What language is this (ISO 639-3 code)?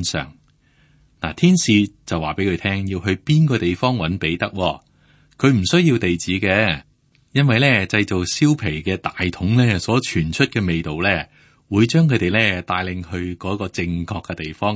yue